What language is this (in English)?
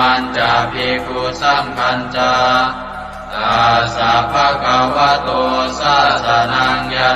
Pali